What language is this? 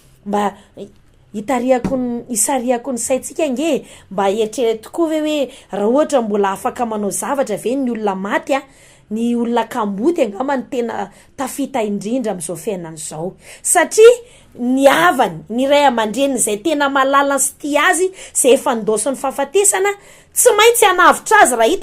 Malagasy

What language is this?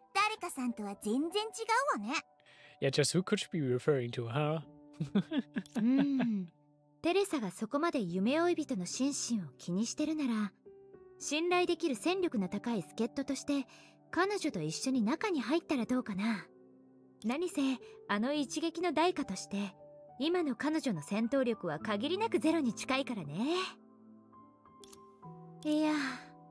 Japanese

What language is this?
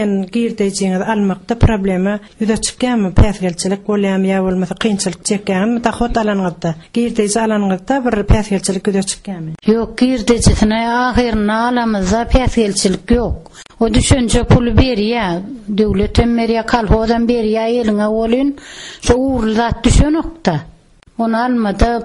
Turkmen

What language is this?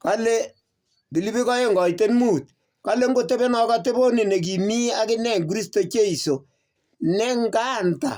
Kalenjin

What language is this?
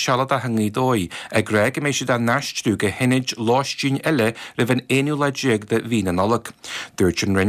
Irish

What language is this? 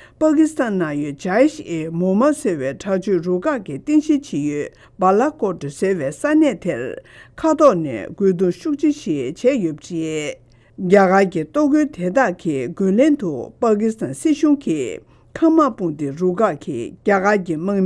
Tibetan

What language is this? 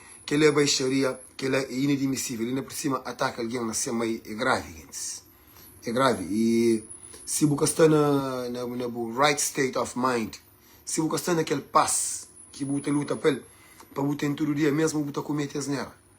Kabuverdianu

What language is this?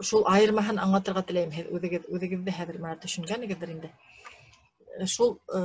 Bashkir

